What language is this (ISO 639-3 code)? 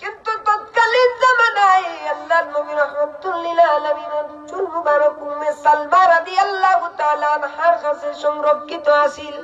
syl